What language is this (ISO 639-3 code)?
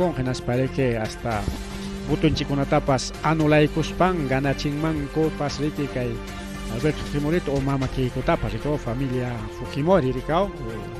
quy